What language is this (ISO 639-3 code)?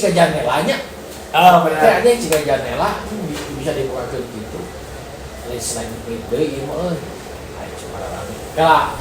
sun